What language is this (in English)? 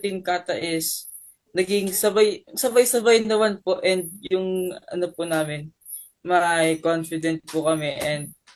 Filipino